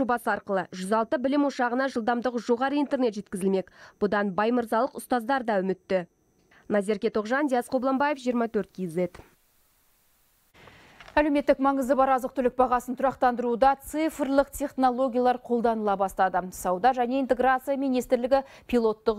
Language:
Kazakh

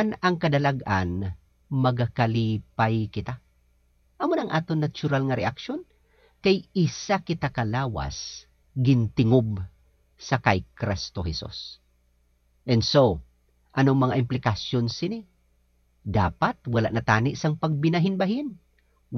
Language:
Hiligaynon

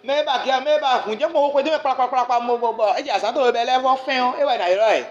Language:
Fon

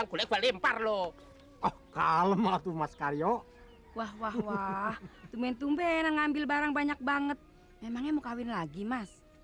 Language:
Betawi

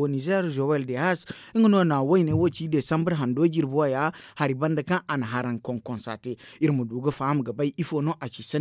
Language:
Zarma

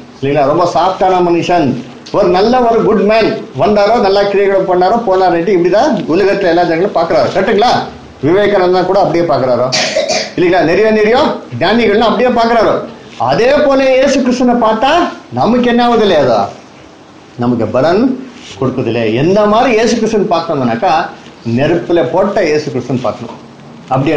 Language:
Tamil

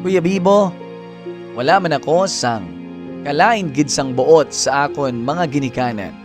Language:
Hiligaynon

